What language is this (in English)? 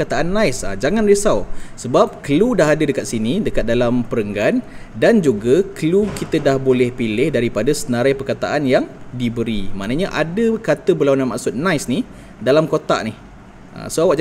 Malay